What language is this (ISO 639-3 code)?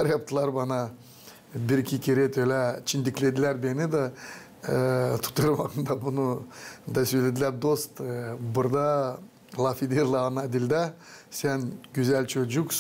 gag